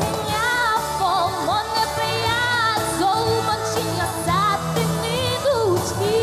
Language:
Udmurt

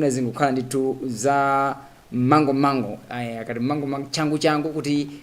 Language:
Nyanja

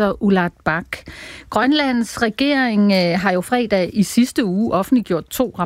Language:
Danish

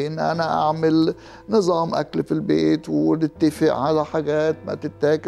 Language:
Egyptian Arabic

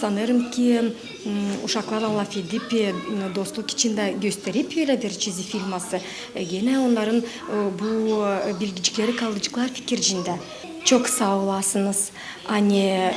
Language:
Gagauz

